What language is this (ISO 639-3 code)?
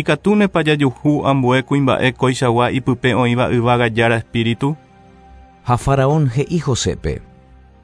grn